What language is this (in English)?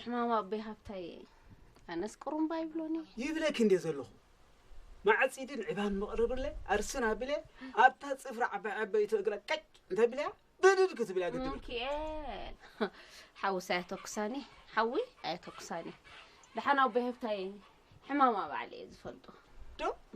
Tigrinya